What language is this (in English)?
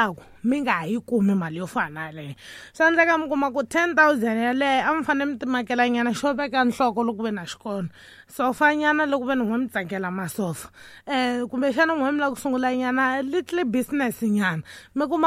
Tsonga